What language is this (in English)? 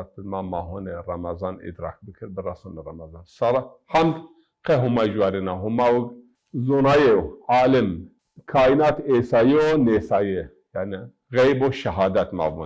Zaza